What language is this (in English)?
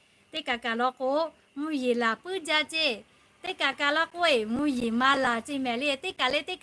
Lahu